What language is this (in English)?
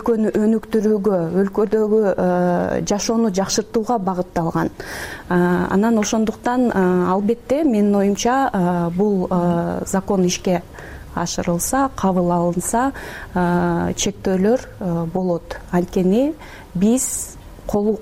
Kyrgyz